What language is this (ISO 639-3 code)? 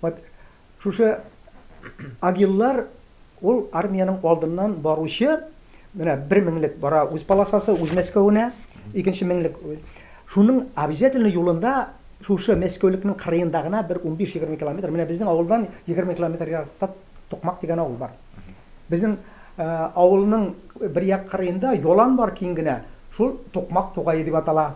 tat